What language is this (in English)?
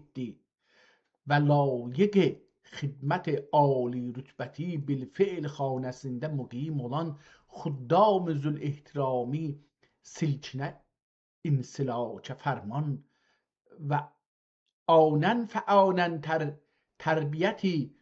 South Azerbaijani